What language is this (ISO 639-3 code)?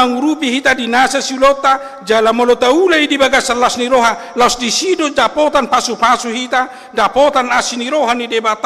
bbc